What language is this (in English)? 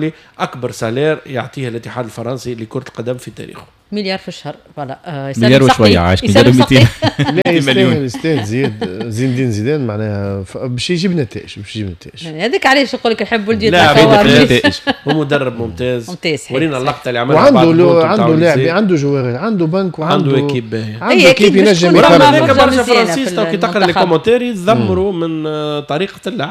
Tunisian Arabic